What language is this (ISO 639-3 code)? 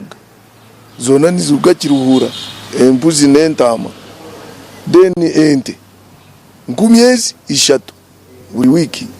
nyn